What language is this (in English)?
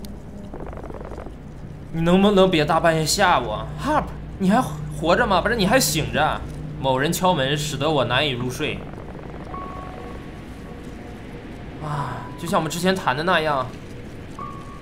Chinese